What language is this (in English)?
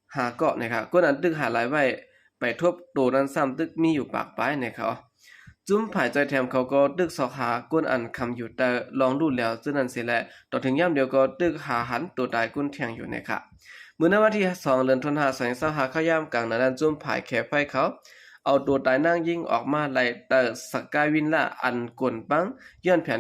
Shan